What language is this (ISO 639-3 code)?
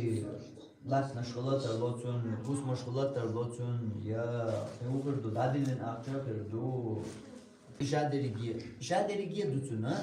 che